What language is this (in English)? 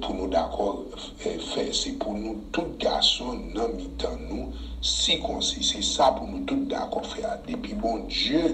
Haitian Creole